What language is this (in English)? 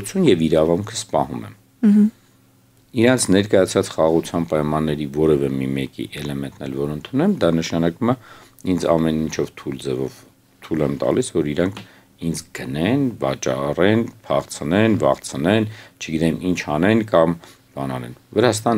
Armenian